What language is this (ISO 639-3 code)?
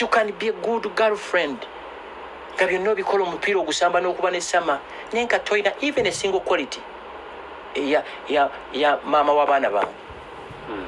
lug